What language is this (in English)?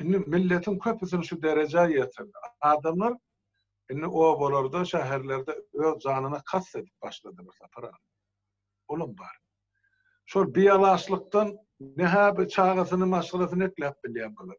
Turkmen